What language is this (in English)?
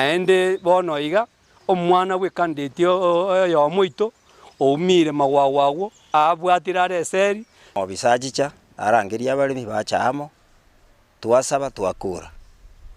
Gusii